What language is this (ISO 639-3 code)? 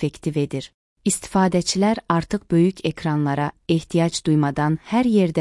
aze